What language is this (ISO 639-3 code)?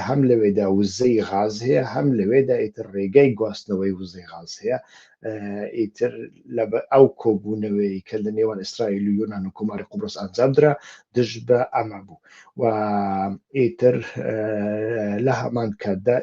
ckb